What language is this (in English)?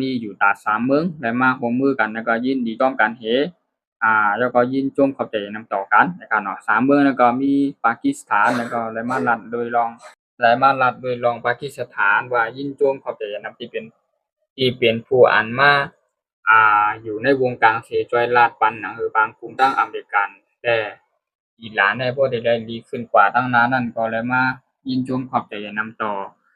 Shan